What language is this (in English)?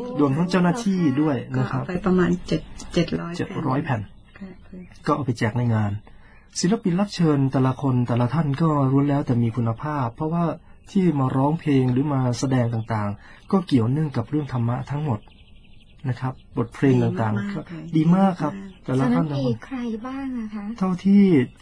Thai